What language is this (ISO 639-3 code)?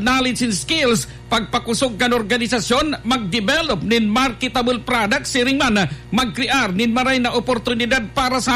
bik